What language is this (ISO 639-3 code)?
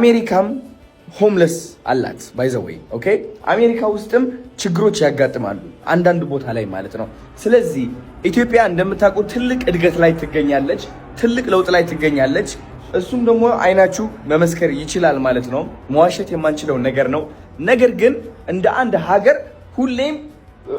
amh